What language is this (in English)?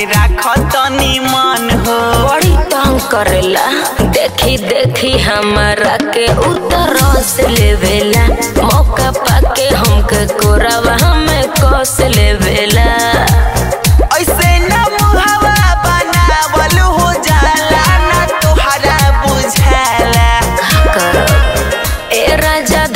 Bhojpuri